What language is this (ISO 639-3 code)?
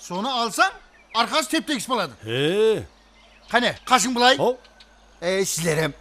kaa